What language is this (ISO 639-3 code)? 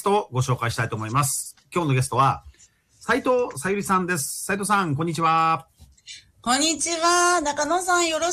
jpn